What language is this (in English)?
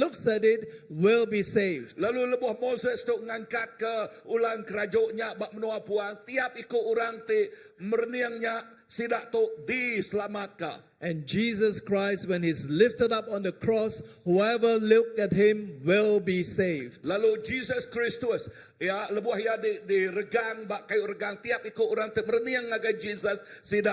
Iban